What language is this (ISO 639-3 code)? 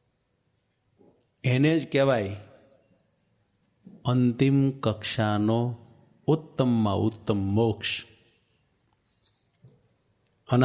guj